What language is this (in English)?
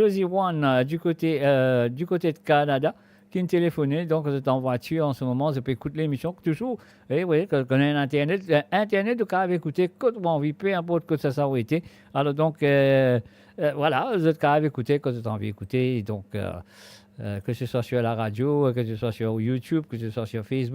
Morisyen